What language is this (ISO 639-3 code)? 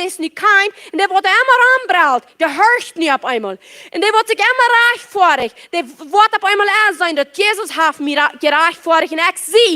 pdt